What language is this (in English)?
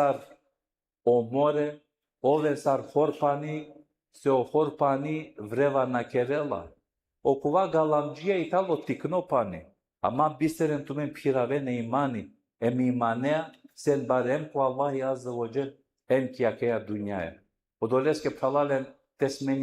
Balkan Romani